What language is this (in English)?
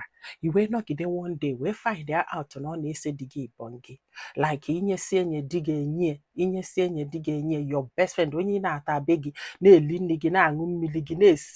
Igbo